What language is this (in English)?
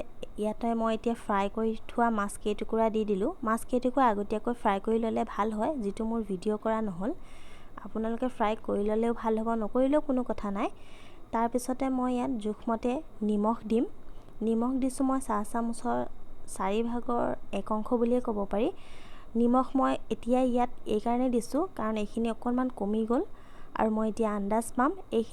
Assamese